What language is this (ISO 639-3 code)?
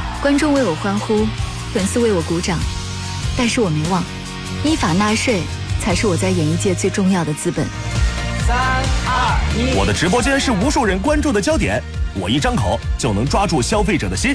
zho